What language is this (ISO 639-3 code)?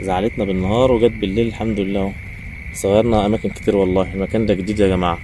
arz